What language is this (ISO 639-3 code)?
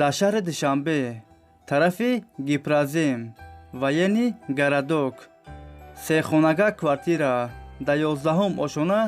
tgk